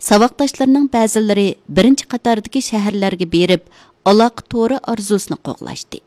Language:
Uyghur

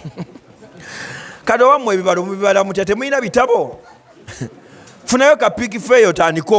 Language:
Ganda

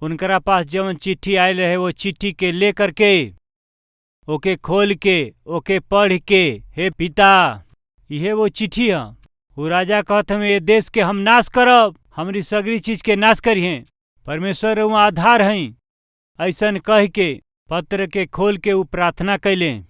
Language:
Bhojpuri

